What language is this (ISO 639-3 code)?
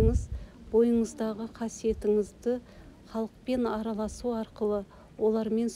kaz